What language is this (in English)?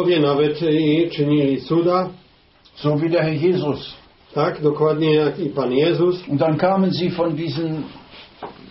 Polish